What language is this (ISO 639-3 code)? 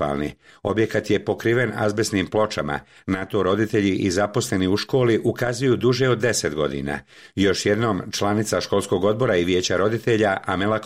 bos